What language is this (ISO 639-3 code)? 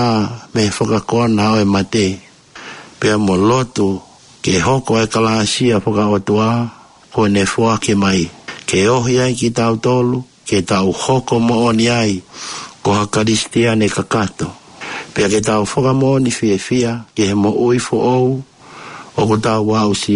ton